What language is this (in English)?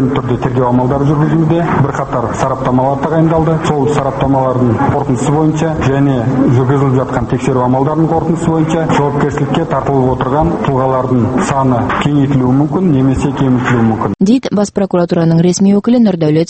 Kazakh